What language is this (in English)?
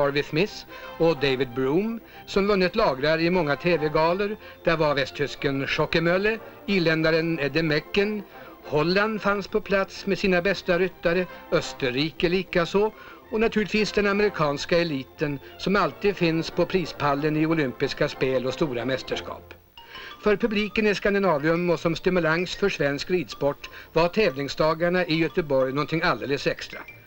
Swedish